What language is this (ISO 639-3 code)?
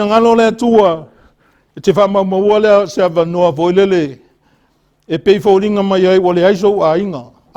smo